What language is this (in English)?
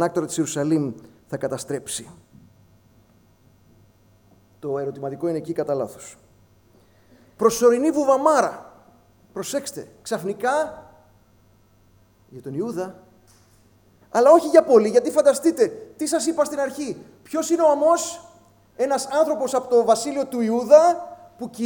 Greek